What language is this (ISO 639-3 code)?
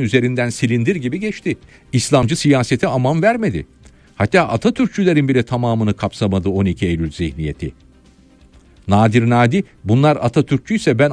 tur